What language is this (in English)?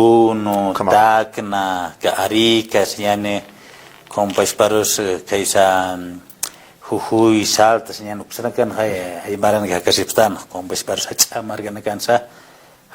Aymara